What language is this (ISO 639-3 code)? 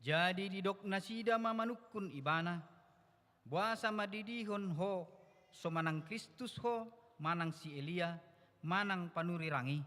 bbc